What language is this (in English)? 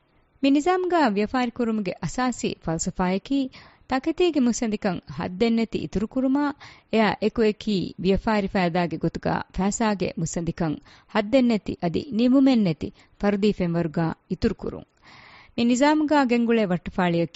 Divehi